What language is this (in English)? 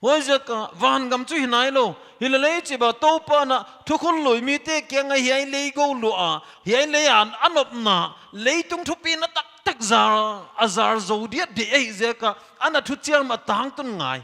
Paite Chin